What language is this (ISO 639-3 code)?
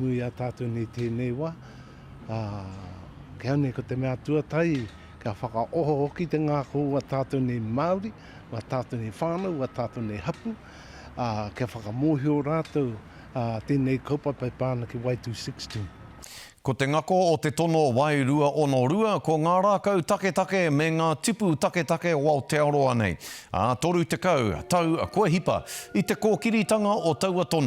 mri